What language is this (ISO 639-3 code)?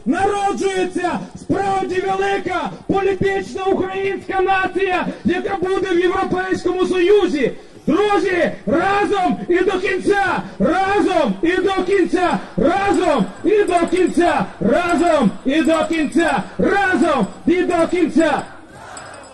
ukr